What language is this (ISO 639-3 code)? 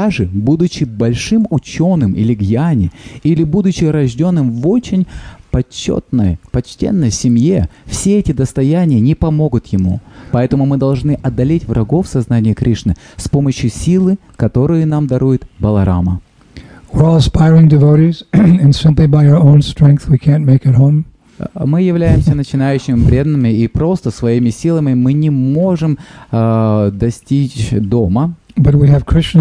rus